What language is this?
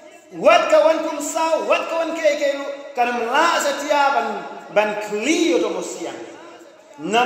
Khasi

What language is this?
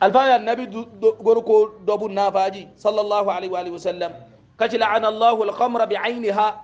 Hausa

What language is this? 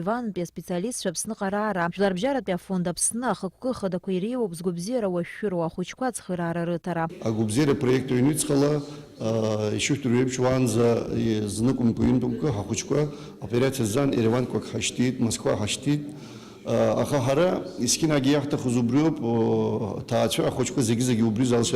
Abkhazian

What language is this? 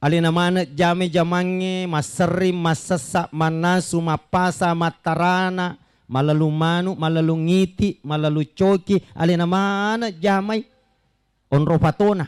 Buginese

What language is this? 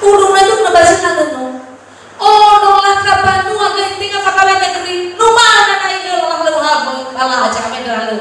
Nias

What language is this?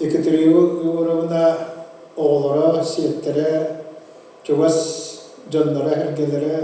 Yakut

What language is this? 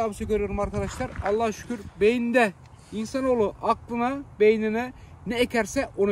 Turkish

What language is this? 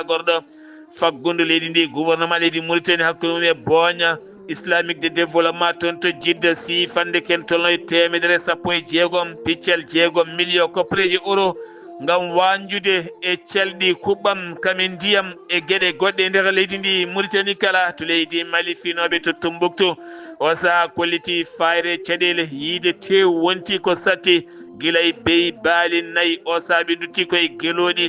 Fula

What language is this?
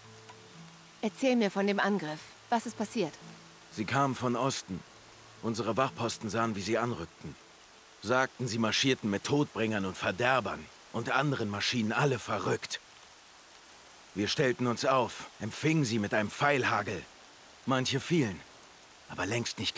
German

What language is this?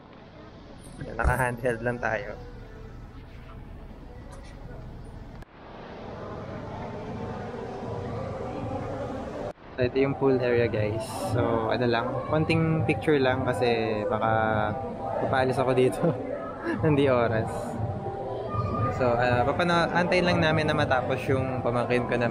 Filipino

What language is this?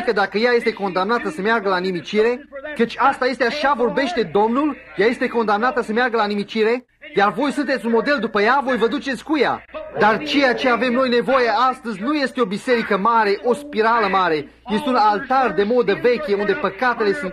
Romanian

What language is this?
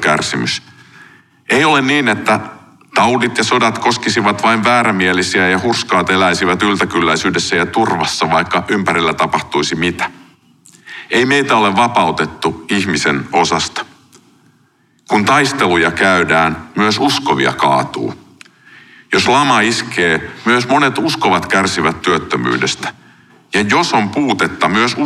Finnish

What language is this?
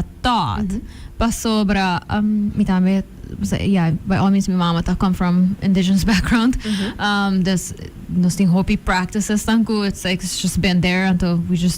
Papiamento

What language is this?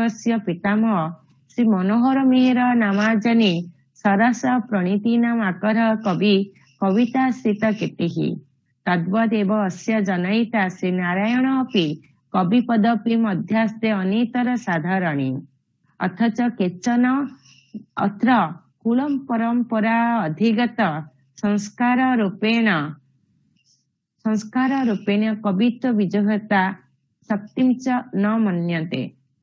Sanskrit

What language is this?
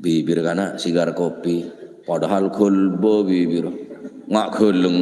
Madurese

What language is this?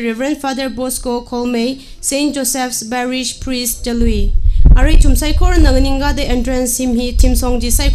Tangkhul Naga (India)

